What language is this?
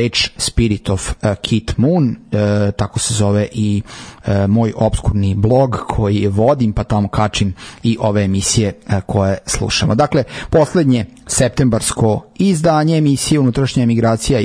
Serbian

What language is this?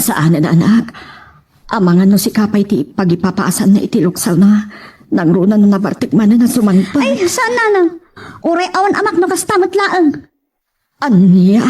Iloko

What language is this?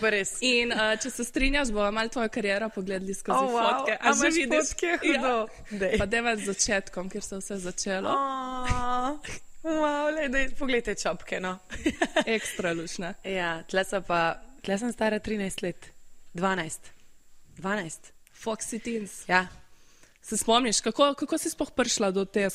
Slovenian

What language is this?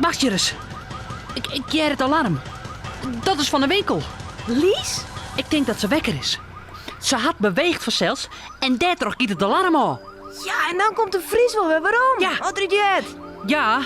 Western Frisian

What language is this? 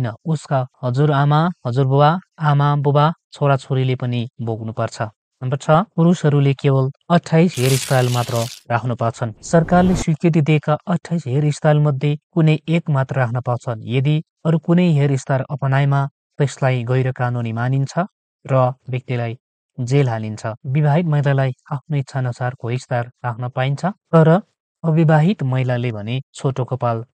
Nepali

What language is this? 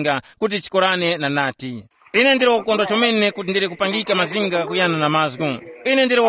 Tumbuka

